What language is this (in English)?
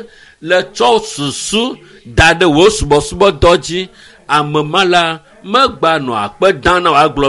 Ewe